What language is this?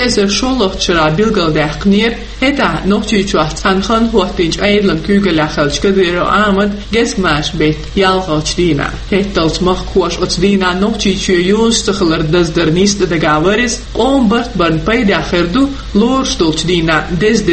Chechen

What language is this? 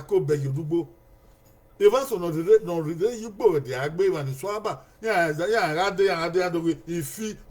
Bini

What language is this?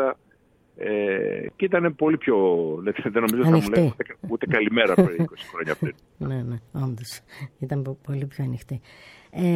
Greek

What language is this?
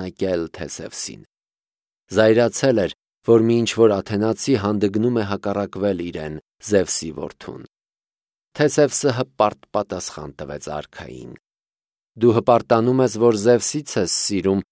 Armenian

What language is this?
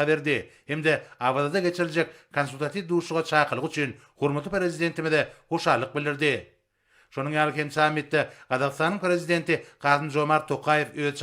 Turkmen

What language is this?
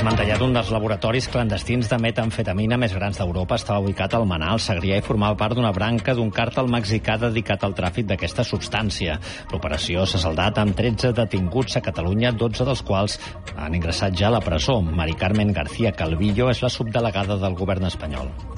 Catalan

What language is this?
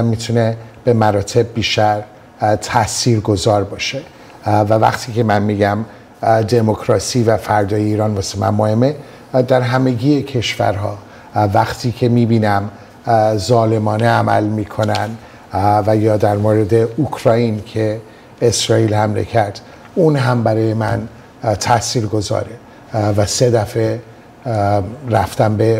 Persian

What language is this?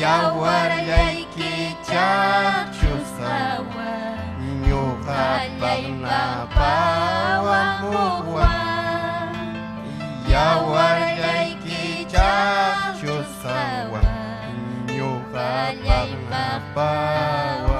Ayacucho Quechua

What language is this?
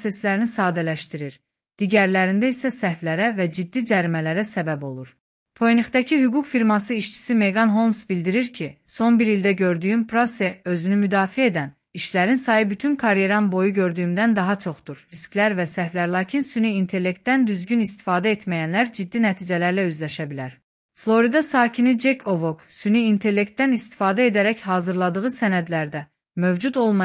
Azerbaijani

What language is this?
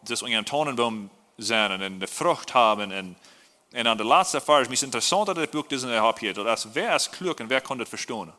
Plautdietsch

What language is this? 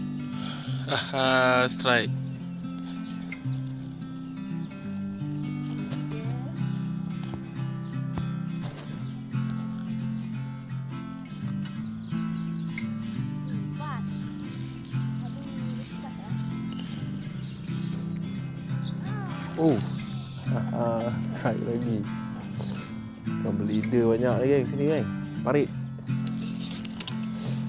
Malay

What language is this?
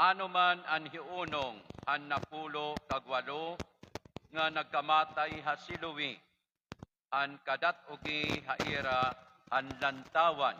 Waray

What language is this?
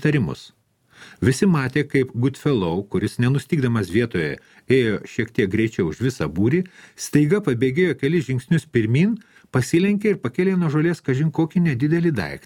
Lithuanian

